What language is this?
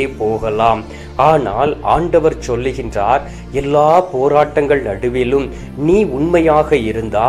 Tamil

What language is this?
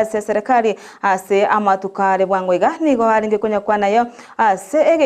Gusii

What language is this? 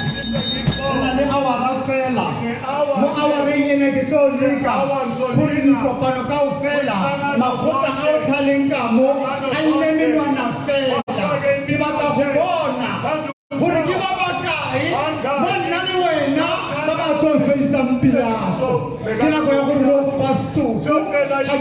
Tswana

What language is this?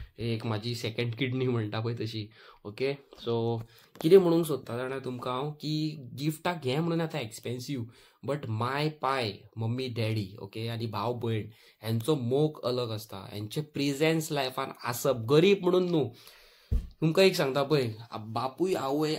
Konkani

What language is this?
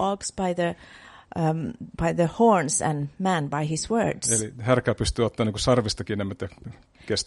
Finnish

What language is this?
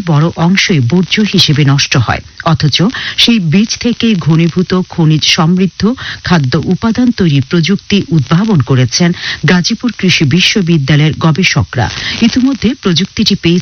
Bangla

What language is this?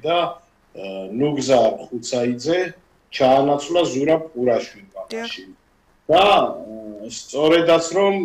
Georgian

